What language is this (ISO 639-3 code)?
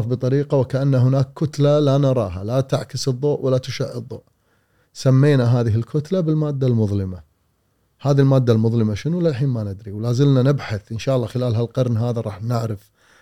afb